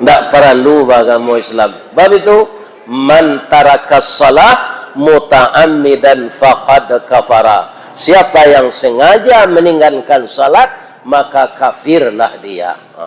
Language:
Minangkabau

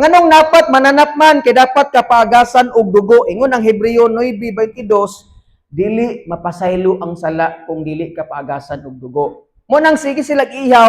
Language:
Cebuano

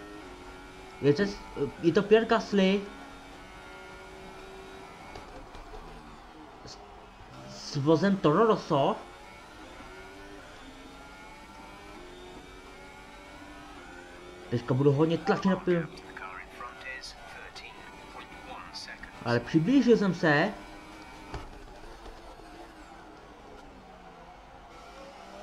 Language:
Czech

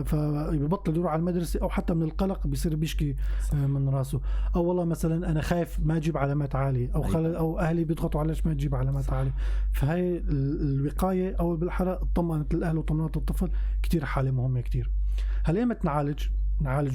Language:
North Levantine Arabic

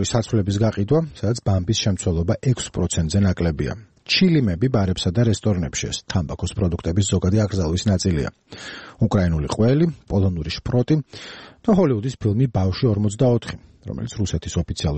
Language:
Georgian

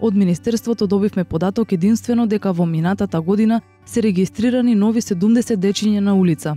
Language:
Macedonian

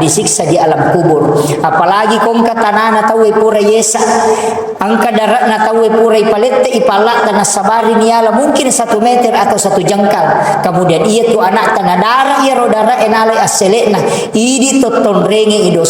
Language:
Buginese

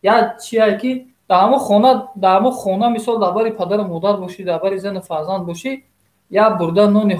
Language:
Tajik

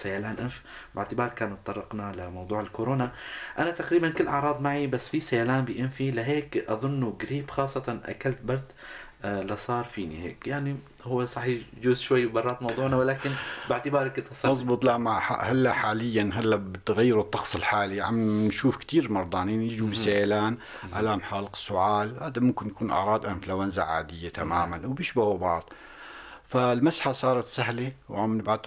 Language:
North Levantine Arabic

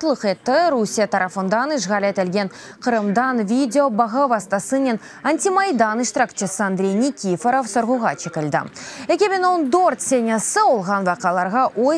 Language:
Crimean Tatar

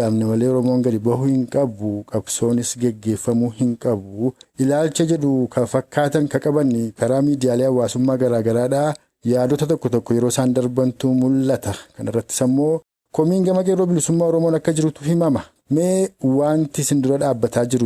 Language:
Oromo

